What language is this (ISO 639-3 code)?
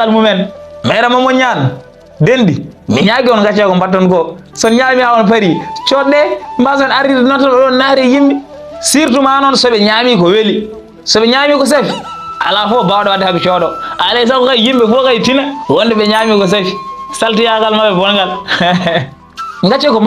ful